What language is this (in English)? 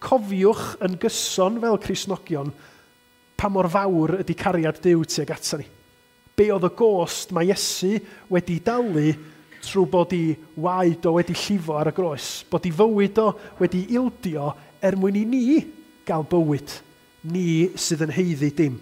Welsh